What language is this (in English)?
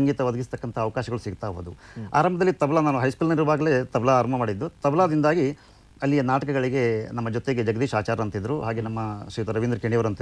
Kannada